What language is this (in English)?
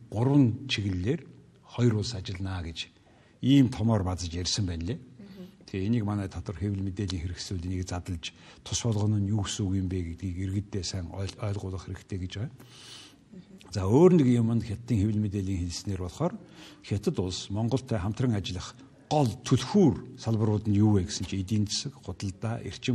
Mongolian